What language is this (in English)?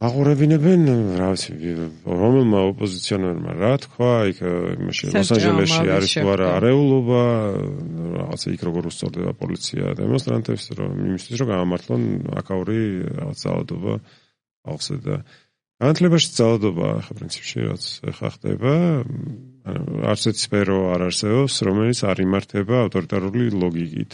Georgian